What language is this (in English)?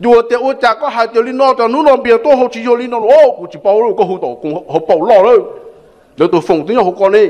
Hmong